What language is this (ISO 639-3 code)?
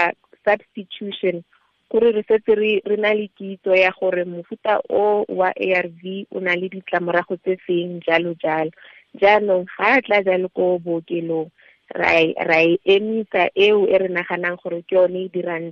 tsn